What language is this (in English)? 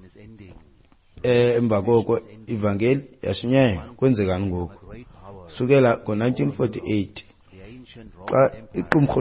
Xhosa